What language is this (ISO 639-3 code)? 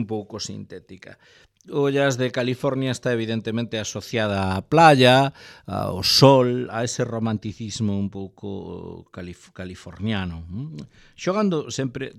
glg